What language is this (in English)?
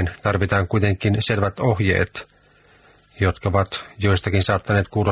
Finnish